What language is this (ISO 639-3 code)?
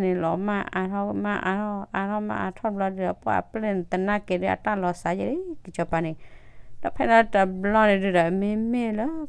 ksw